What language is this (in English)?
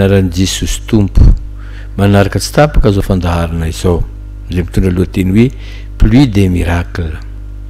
Malagasy